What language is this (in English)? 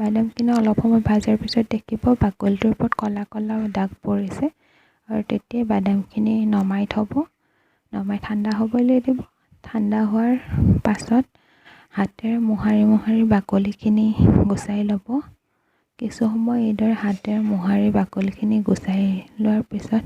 Assamese